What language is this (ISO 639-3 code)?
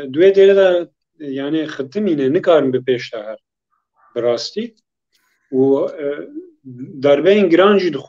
kur